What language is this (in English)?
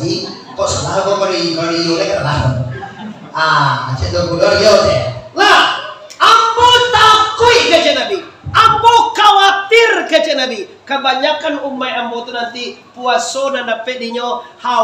Minangkabau